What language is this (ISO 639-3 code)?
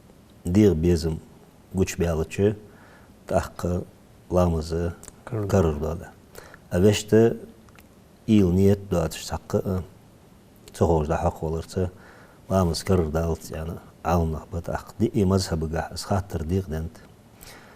inh